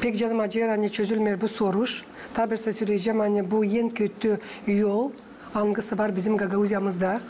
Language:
Gagauz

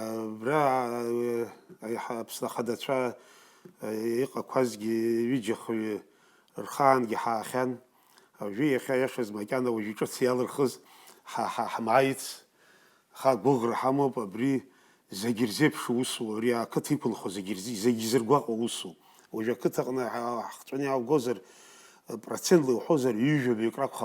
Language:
Abkhazian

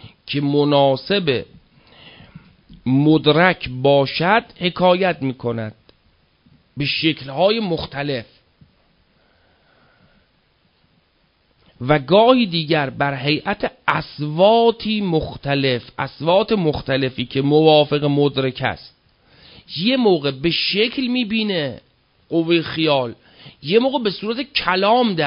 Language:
Persian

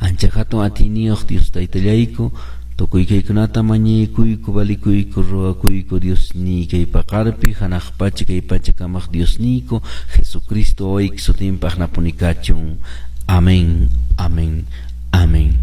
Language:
Quechua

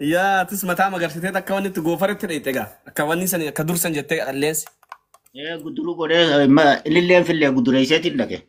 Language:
Oromo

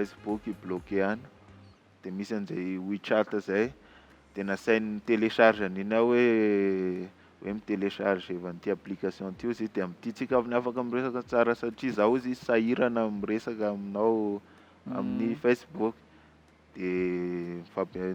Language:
Malagasy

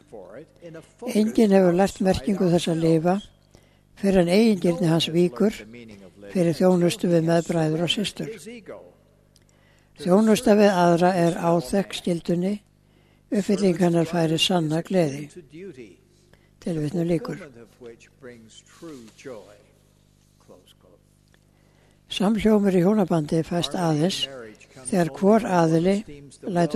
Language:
Icelandic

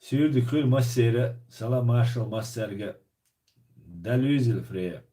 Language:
Chechen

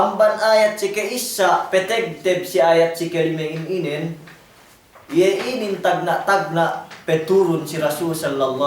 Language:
Yakan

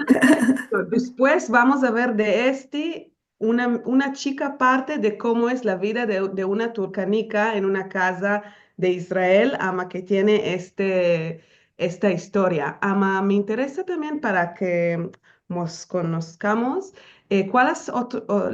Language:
Ladino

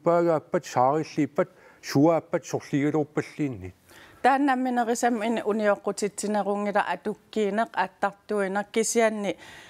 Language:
Kalaallisut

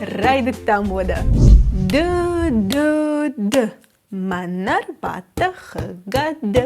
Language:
Ossetic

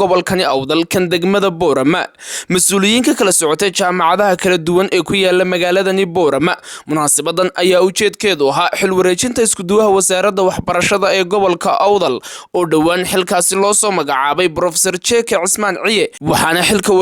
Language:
Somali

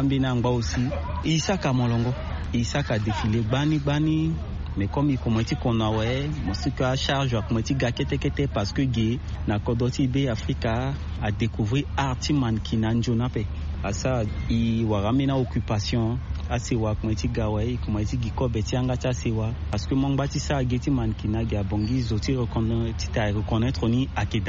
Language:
Sango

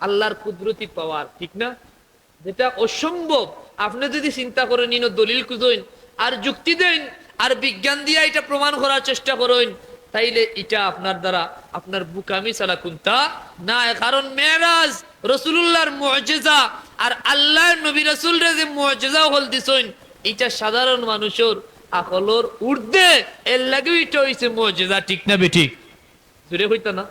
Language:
Sylheti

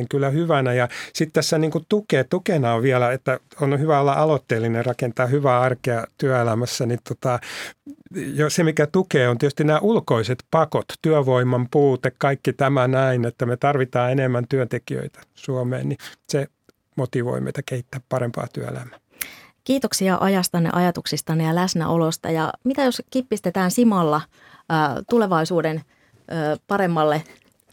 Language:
Finnish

